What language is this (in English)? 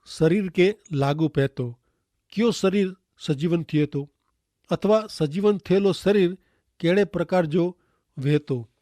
Kachhi